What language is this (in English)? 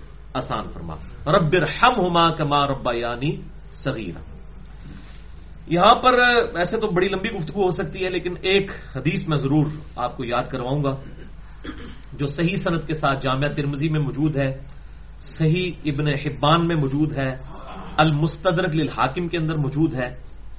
Urdu